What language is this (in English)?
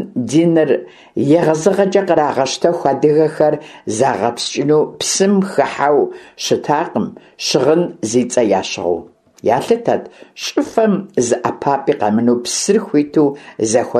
Kabardian